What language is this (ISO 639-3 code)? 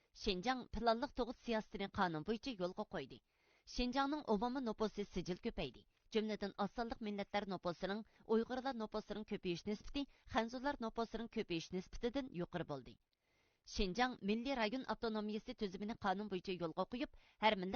uig